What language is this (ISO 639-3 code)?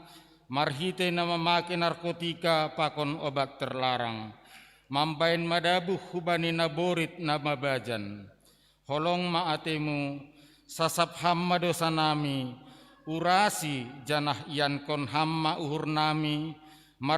bts